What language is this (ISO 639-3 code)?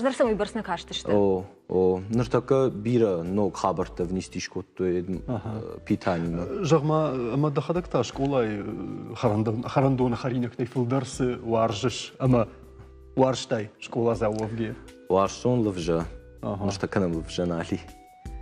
oss